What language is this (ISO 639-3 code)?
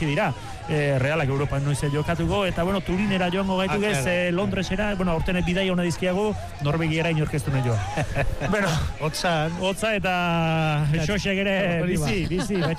eus